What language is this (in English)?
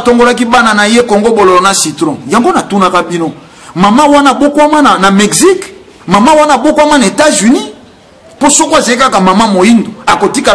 Lingala